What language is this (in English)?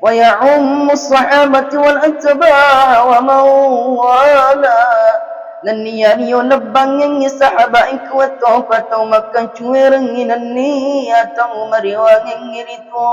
Buginese